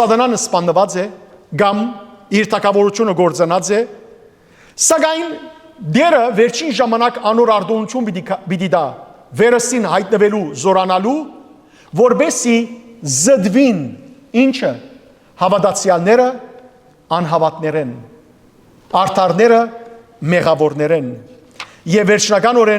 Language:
Western Armenian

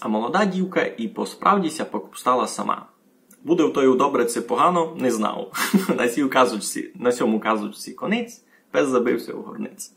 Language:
Rusyn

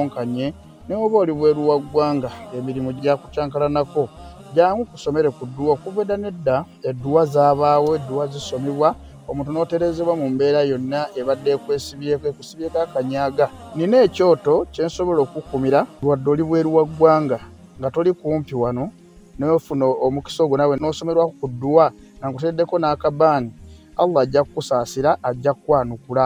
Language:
Ganda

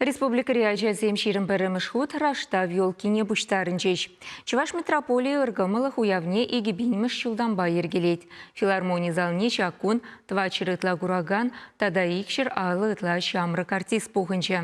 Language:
Chuvash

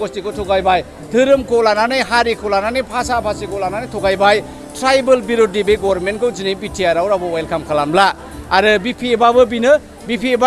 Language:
Bodo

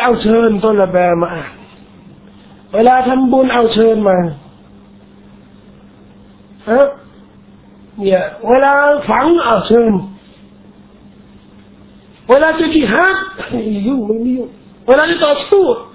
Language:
Thai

